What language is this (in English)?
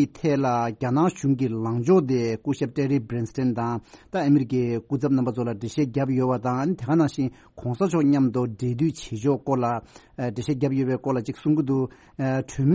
Tibetan